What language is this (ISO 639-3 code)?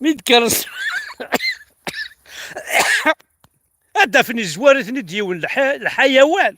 kab